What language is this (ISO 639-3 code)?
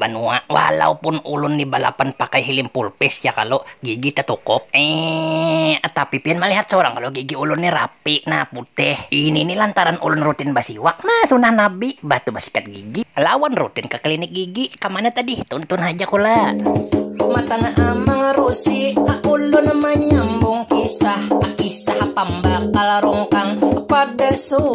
bjn